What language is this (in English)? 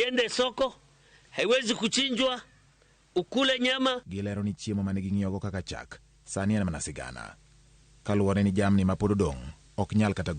Luo (Kenya and Tanzania)